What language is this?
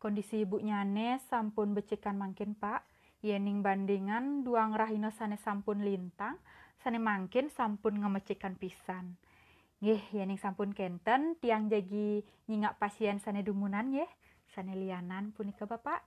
Balinese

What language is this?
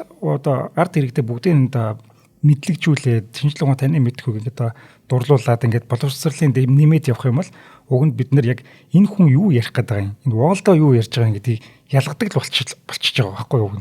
Mongolian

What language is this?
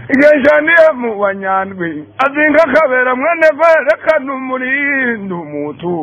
Kinyarwanda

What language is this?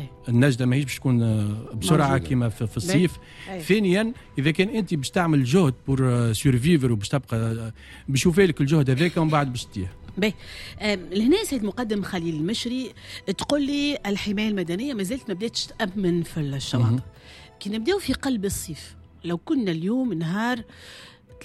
Tunisian Arabic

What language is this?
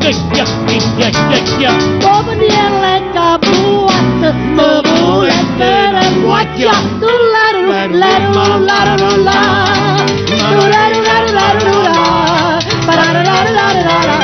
Neapolitan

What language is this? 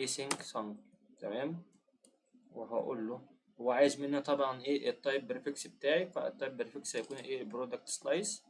Egyptian Arabic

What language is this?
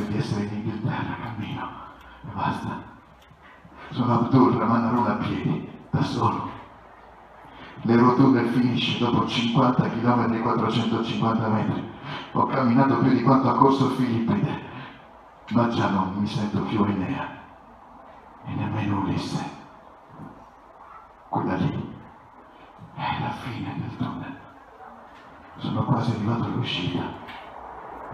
Italian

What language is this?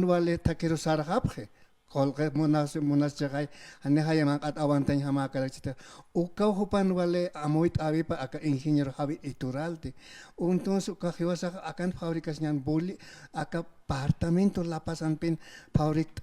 Aymara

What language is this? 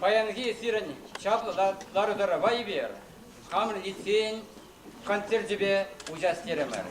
Chuvash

